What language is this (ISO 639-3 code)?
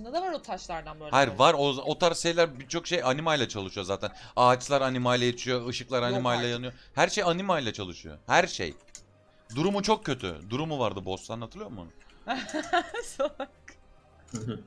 tur